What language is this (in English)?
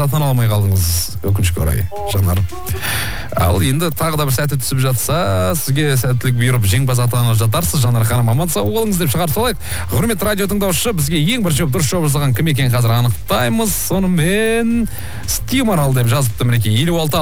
Kazakh